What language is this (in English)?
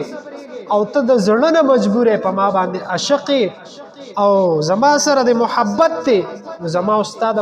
Pashto